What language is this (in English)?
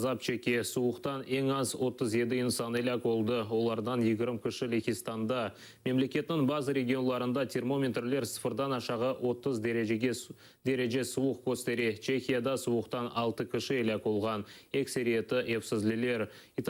Crimean Tatar